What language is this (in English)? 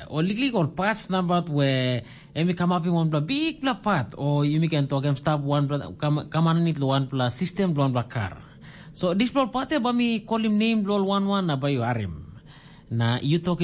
Tok Pisin